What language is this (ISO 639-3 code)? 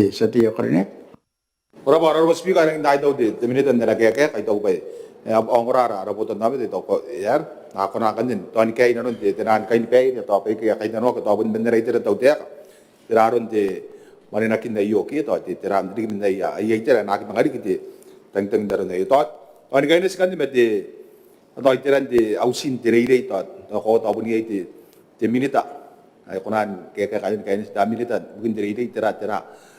gil